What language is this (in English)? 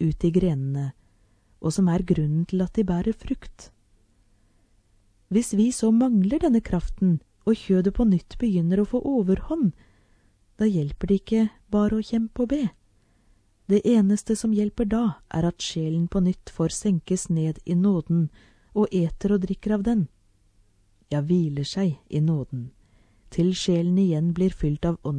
Norwegian